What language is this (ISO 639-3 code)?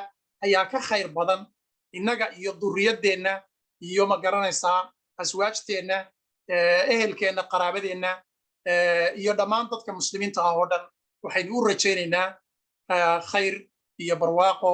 som